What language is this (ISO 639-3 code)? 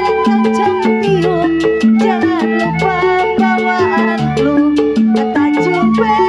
bew